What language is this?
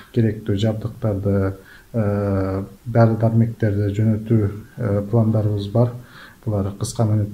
Kyrgyz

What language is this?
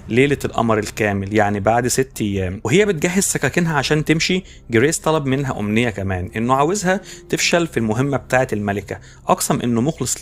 Egyptian Arabic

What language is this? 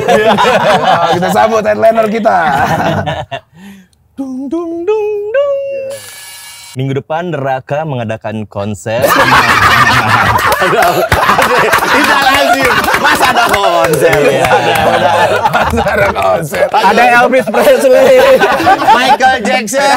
Indonesian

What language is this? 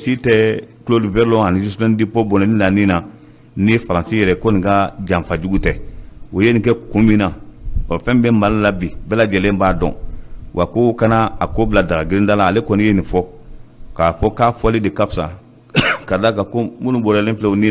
Bambara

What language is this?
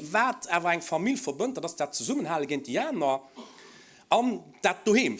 Luxembourgish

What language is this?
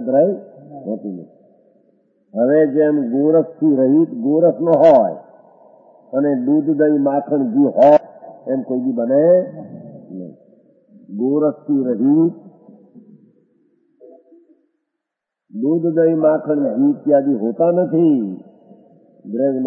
Gujarati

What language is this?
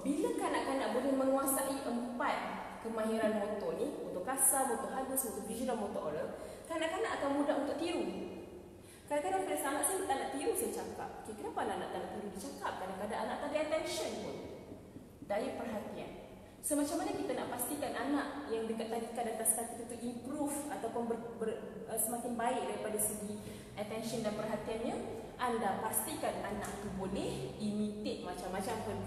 Malay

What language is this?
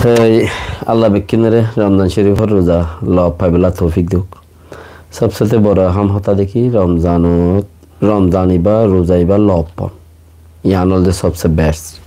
Rohingya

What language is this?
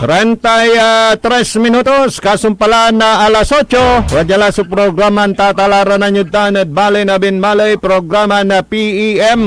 Pangasinan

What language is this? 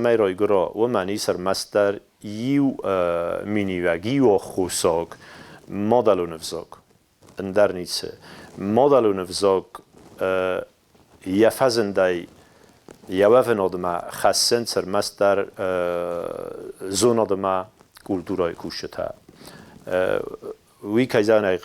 Ossetic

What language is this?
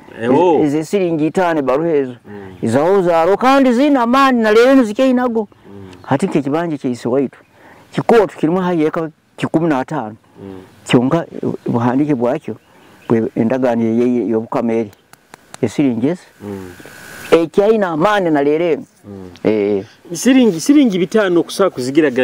Nyoro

